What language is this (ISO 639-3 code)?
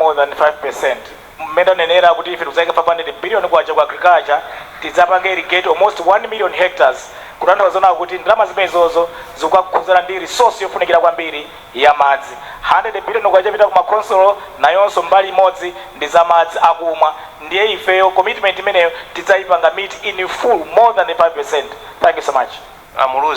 nya